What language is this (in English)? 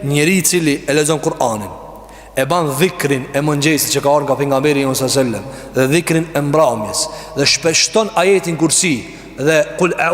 Albanian